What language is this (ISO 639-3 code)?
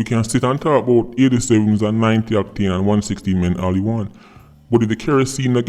jam